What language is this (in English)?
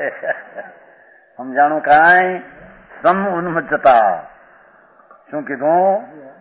Gujarati